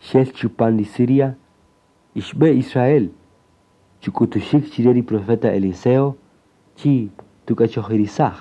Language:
Kaqchikel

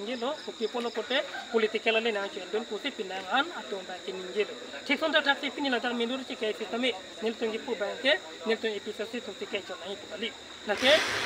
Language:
Karbi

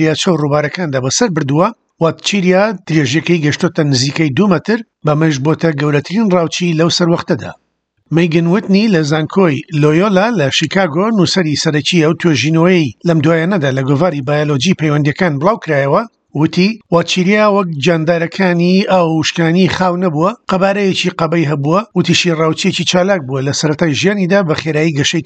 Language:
Central Kurdish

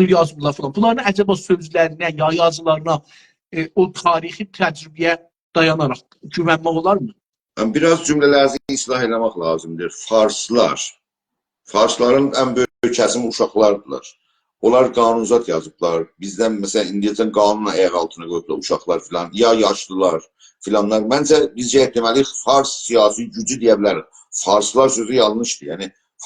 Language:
South Azerbaijani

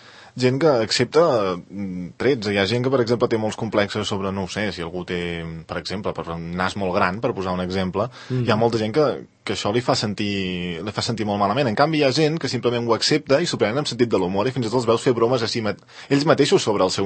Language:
Catalan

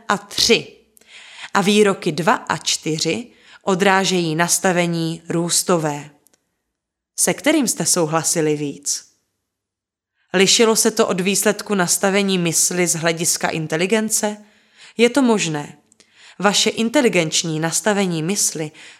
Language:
Czech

